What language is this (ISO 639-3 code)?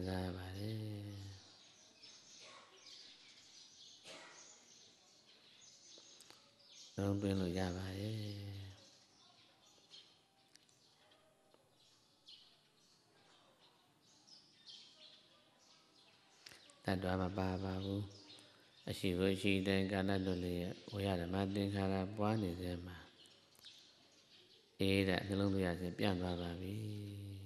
mya